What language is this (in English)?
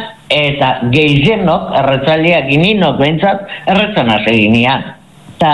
Basque